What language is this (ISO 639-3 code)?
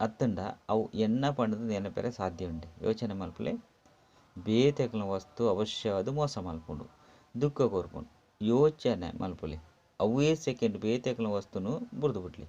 tcy